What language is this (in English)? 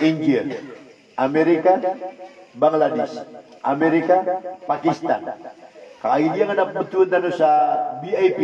Maranao